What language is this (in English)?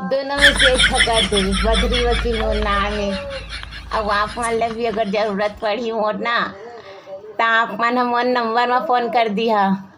Chhattisgarhi